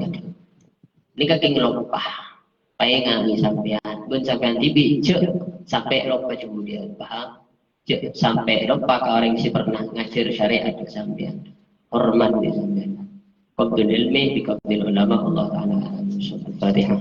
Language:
Madurese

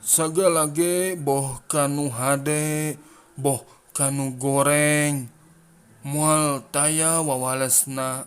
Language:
Sundanese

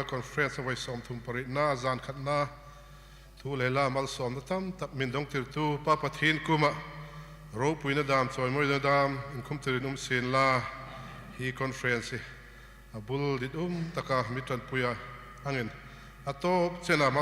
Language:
Hmar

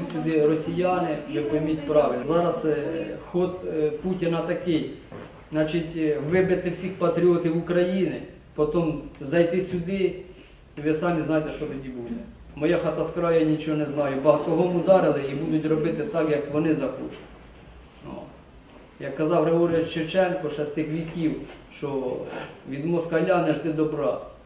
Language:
Ukrainian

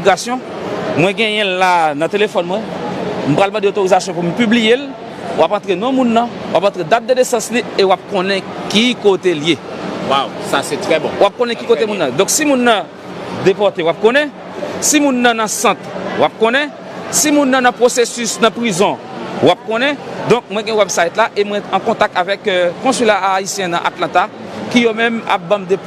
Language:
Haitian Creole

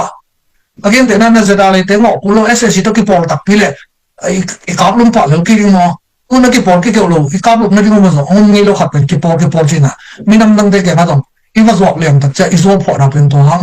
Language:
Tedim Chin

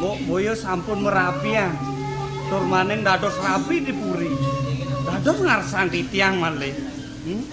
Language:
Balinese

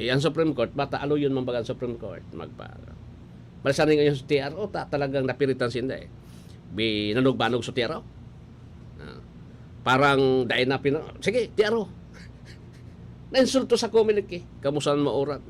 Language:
Bikol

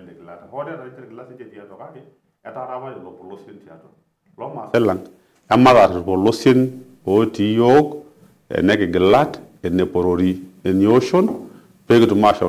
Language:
Masai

